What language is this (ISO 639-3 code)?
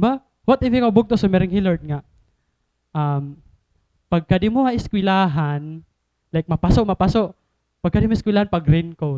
war